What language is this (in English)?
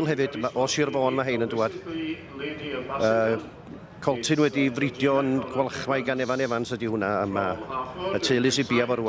Welsh